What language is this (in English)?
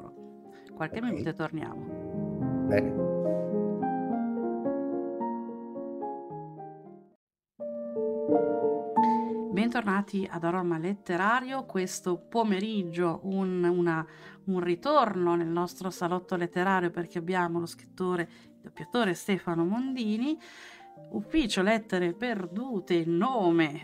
Italian